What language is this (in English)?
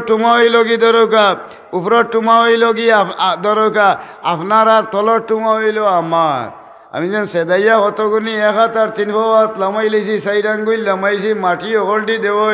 Sylheti